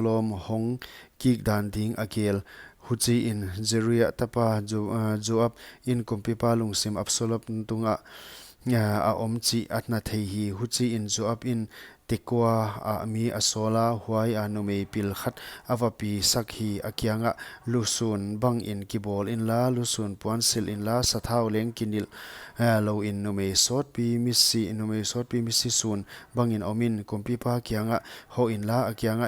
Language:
Paite Chin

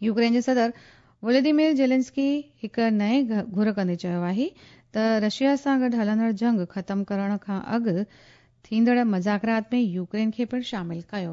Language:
Sindhi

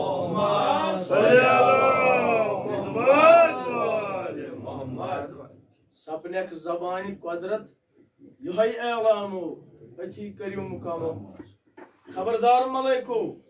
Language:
Kashmiri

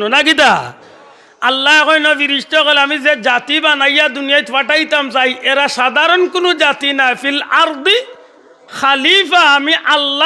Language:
Sylheti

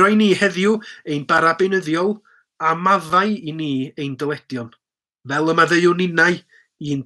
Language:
Welsh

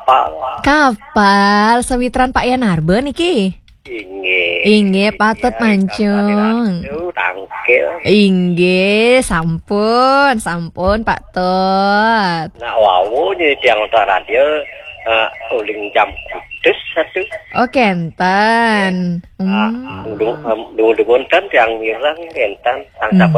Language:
Balinese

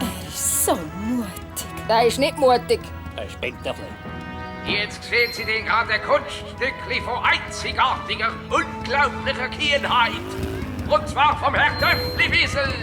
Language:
Swiss German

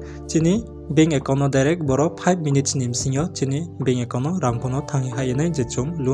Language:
Riang (India)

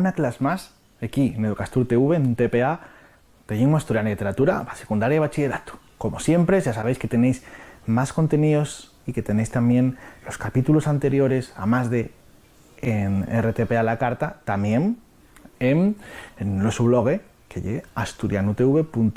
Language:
Asturian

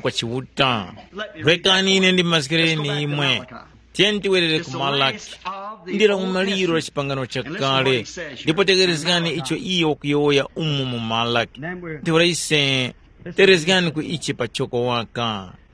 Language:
Tumbuka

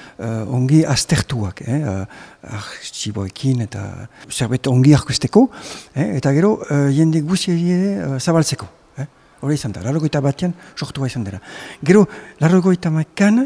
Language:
Basque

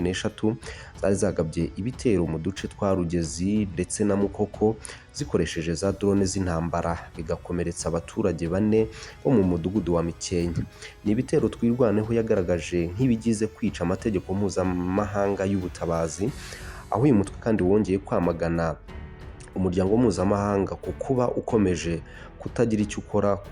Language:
Kinyarwanda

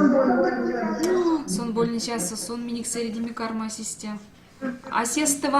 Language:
Erzya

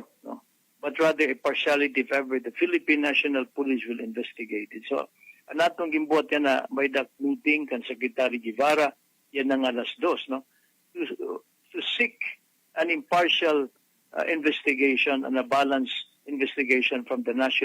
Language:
Waray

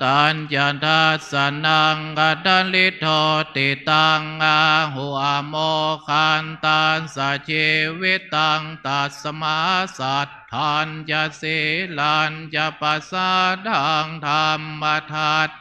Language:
Pali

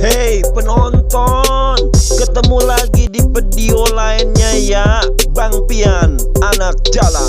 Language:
Betawi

